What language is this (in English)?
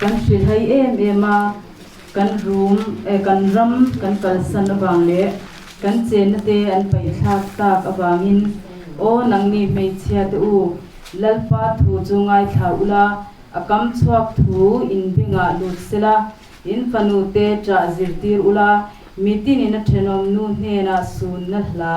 Mizo